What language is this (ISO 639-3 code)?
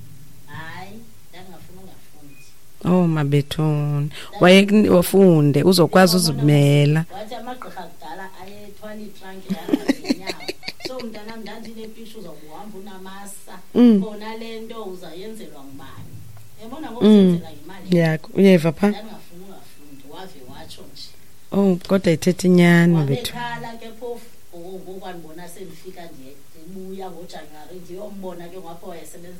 xho